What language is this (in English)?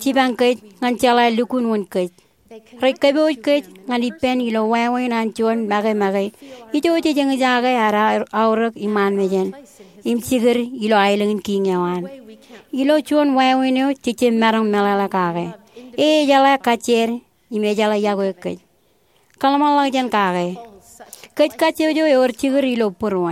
Marshallese